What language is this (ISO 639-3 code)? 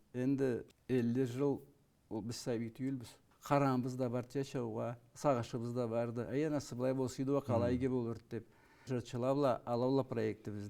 krc